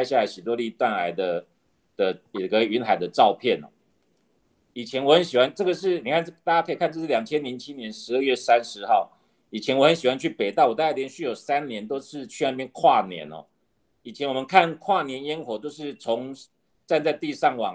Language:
Chinese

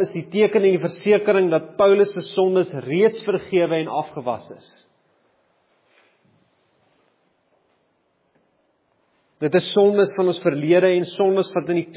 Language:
Afrikaans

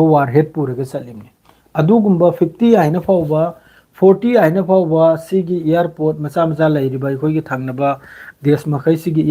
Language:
Manipuri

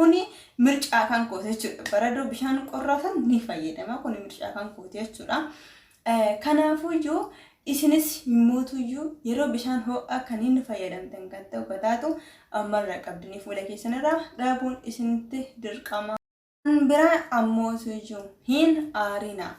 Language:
Oromo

